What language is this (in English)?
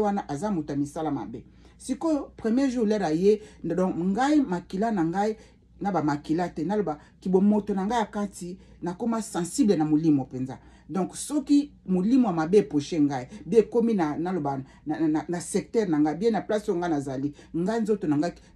Lingala